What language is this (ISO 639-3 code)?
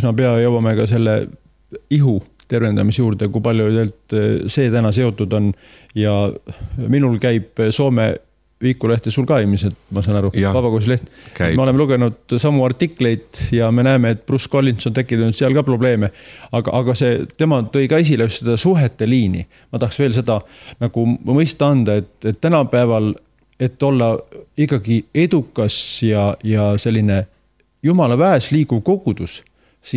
est